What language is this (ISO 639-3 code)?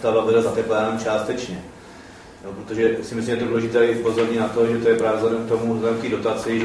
ces